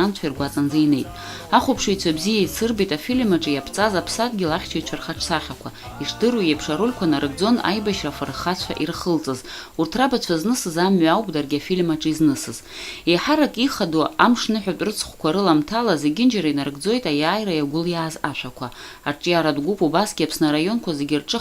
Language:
Abkhazian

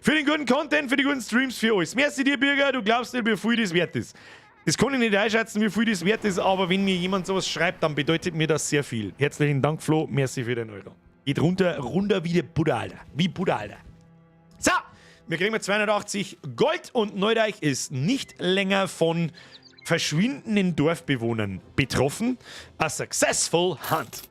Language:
Bavarian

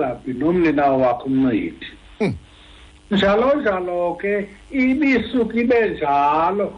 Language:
Xhosa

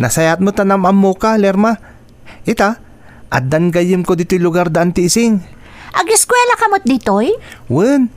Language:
Iloko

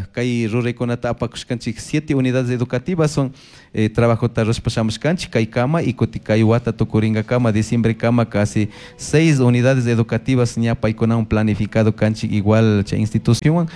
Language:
Chimborazo Highland Quichua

